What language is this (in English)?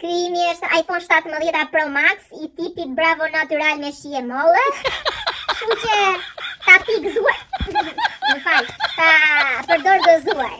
Albanian